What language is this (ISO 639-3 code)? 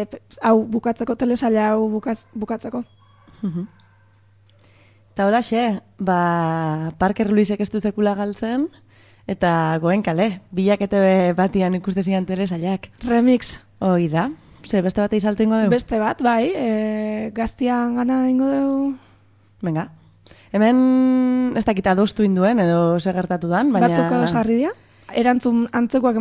eus